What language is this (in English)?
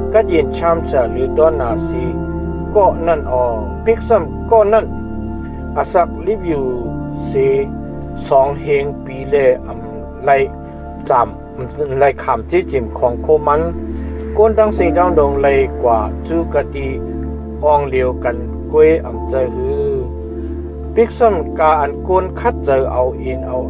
Shan